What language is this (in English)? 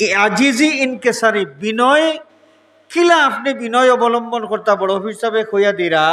Sylheti